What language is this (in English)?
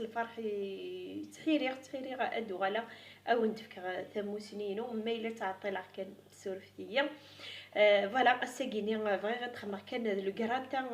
Kabyle